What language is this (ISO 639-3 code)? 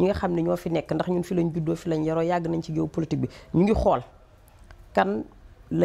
wol